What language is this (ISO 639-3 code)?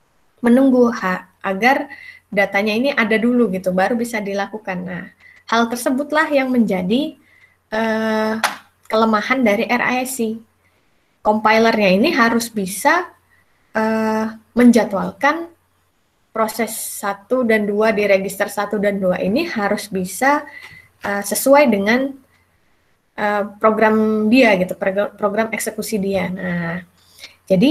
ind